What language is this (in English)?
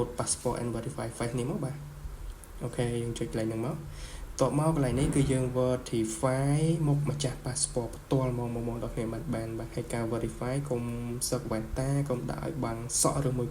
Khmer